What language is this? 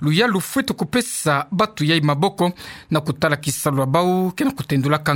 Kituba (Democratic Republic of Congo)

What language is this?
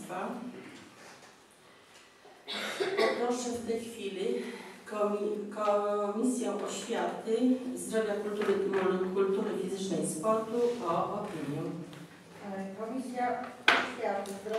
Polish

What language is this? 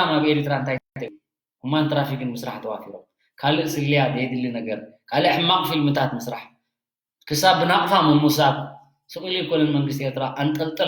Tigrinya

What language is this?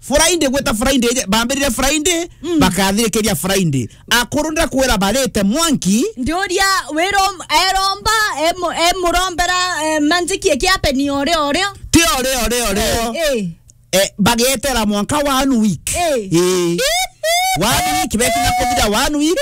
Meru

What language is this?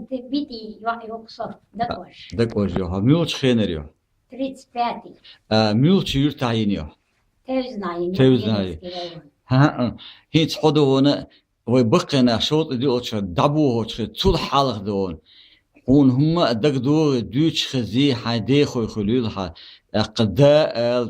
Chechen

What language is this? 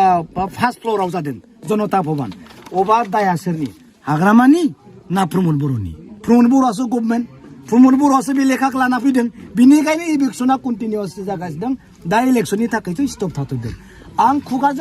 Bodo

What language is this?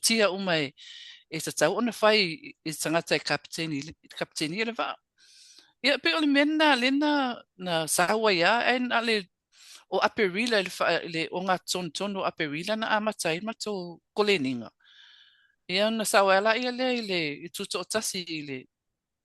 Samoan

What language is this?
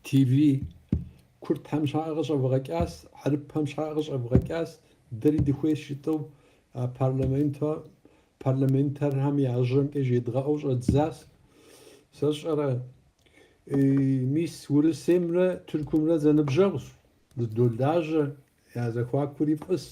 Kabardian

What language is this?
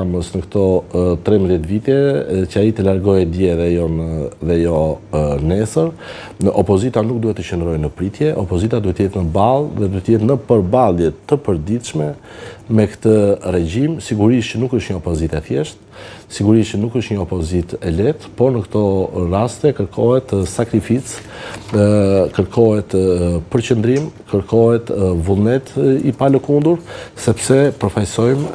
Albanian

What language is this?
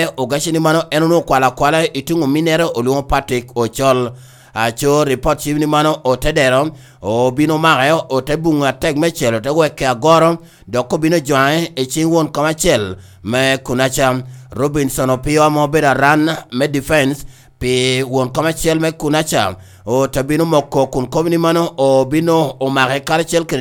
Lango (Uganda)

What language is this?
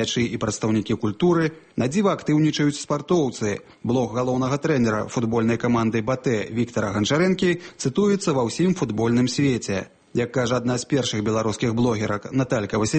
Belarusian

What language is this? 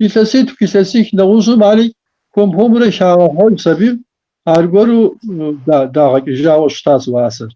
Kabardian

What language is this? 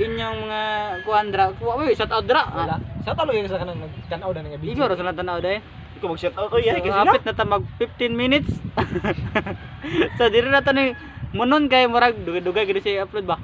Cebuano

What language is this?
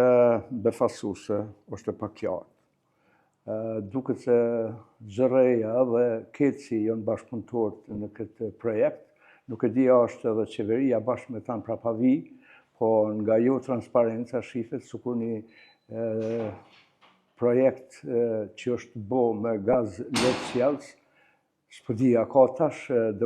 Albanian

